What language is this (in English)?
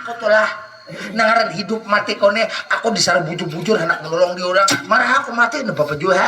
Banjar